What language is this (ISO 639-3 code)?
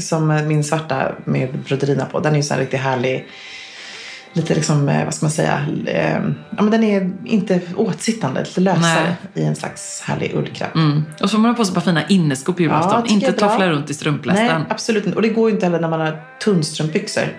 swe